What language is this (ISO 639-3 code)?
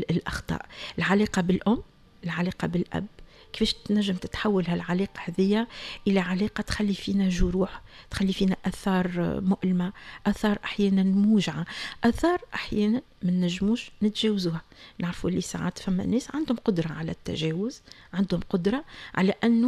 aeb